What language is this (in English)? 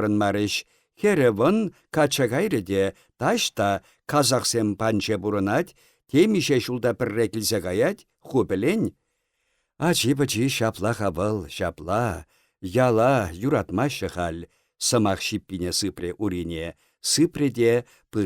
Chuvash